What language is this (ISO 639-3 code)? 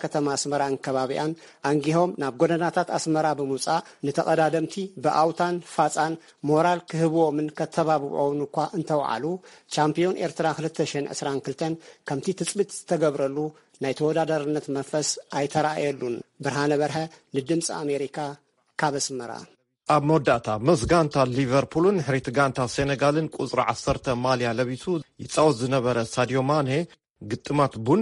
tir